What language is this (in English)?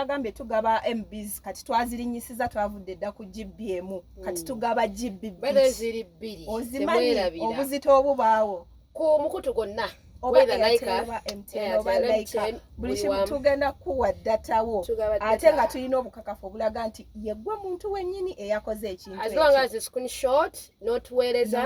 Ganda